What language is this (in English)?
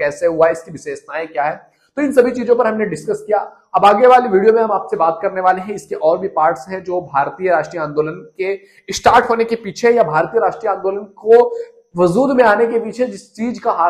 Hindi